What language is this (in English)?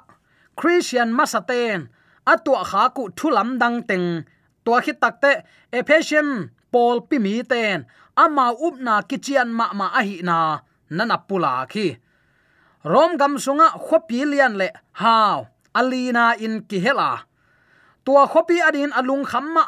Tedim Chin